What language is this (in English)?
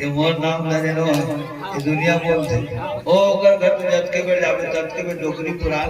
Chhattisgarhi